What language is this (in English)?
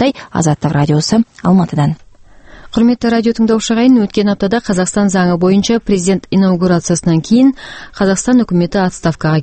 Kazakh